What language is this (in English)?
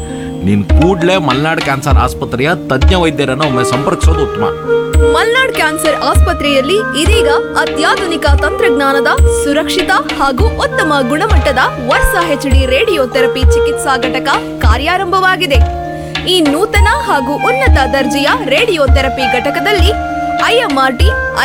Kannada